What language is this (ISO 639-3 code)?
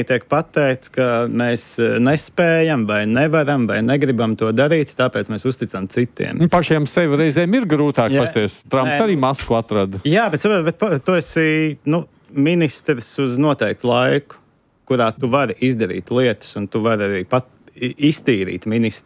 lav